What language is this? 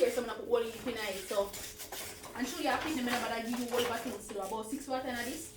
Jamaican Creole English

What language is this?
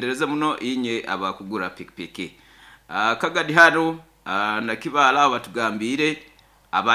Nyoro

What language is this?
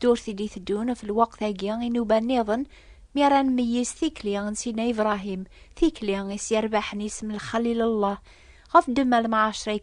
Kabyle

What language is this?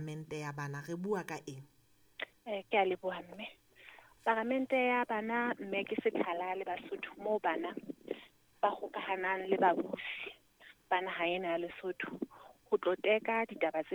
Southern Sotho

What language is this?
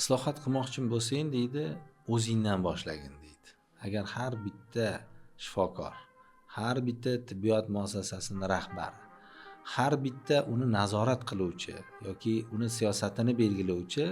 Uzbek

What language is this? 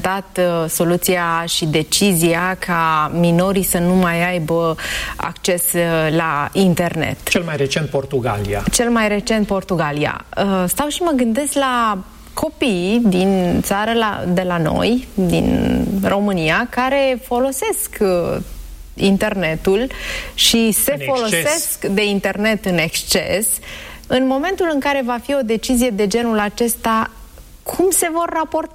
Romanian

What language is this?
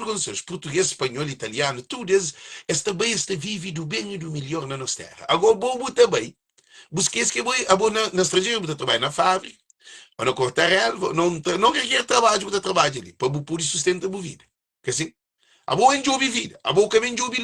Kabuverdianu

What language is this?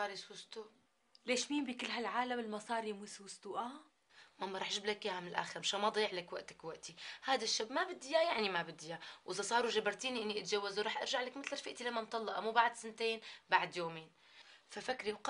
North Levantine Arabic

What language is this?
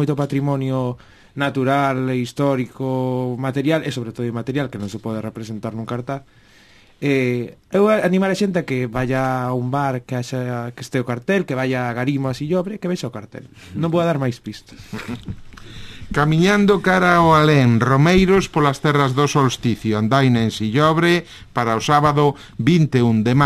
Galician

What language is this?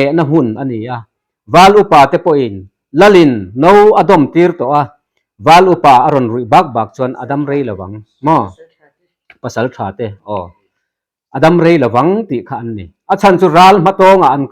Mizo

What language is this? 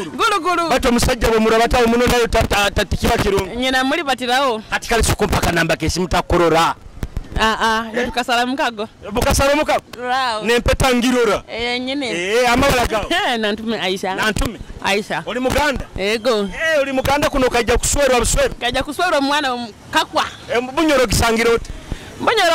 Nyoro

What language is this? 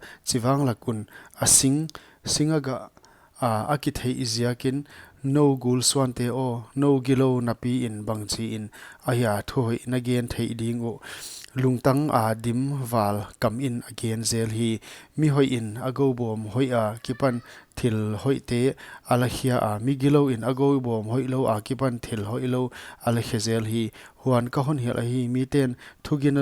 Paite Chin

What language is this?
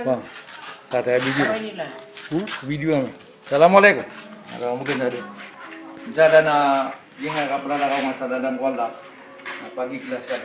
Maranao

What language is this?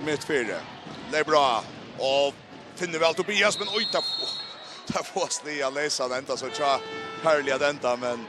Faroese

